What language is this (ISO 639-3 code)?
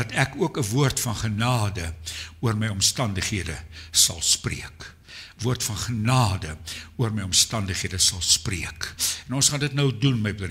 afr